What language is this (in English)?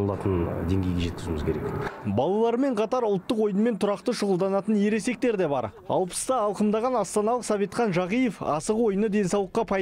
Kazakh